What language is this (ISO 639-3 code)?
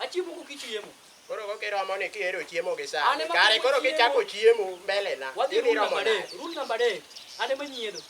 luo